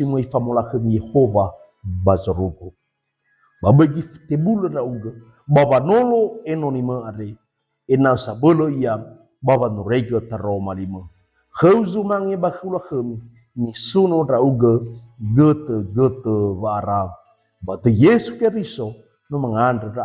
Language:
Nias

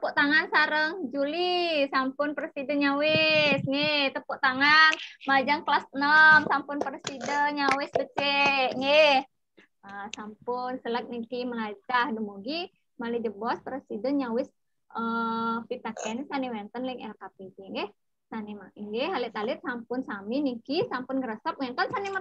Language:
Balinese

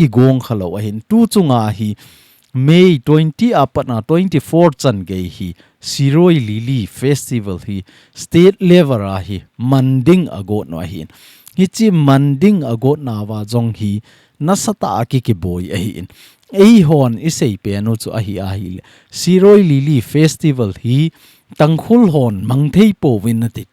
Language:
Thado Chin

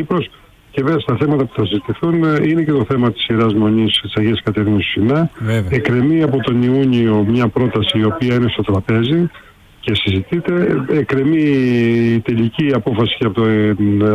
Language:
Greek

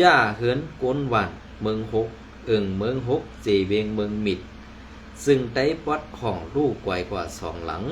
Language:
Shan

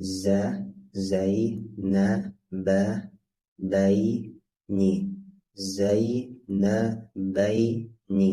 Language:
Bashkir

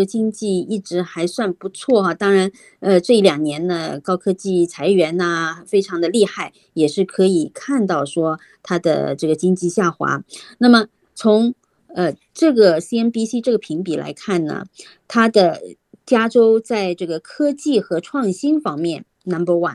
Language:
Chinese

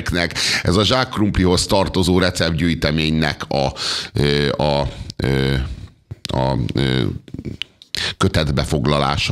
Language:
Hungarian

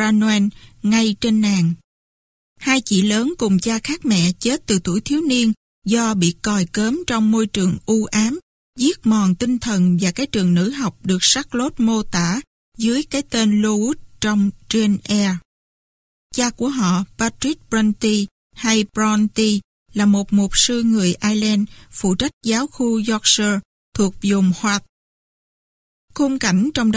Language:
Vietnamese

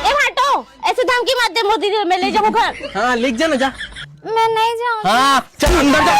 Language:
Chhattisgarhi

